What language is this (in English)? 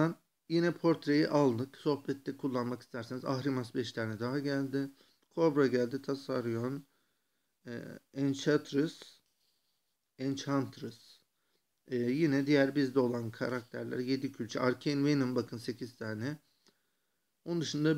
Turkish